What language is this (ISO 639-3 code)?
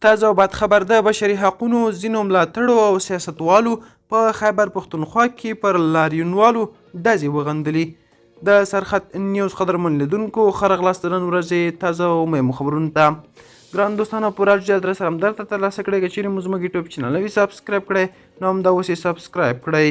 pus